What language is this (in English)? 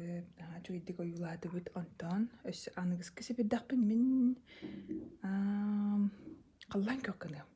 Yakut